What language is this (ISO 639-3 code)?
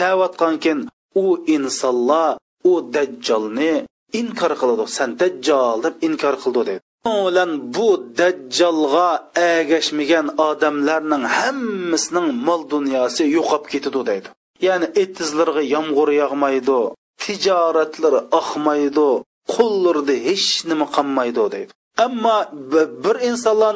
uig